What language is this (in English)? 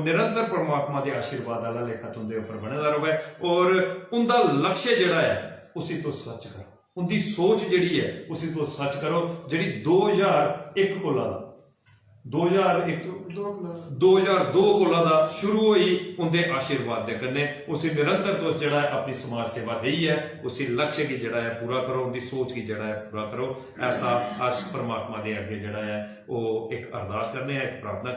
Dogri